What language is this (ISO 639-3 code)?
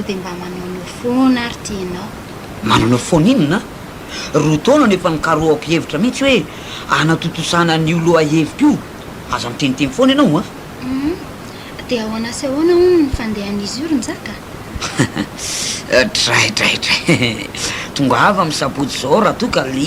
mlg